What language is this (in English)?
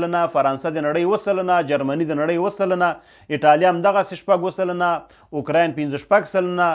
Pashto